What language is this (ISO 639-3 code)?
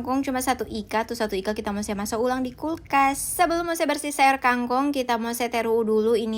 xmm